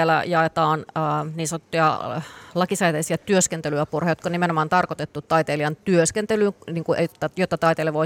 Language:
Finnish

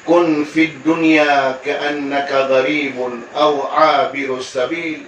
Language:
Maranao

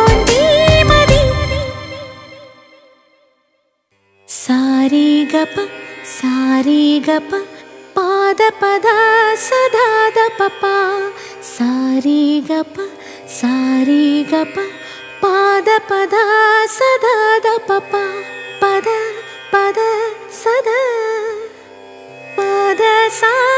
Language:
Telugu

